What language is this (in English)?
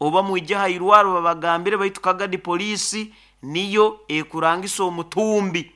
Nyoro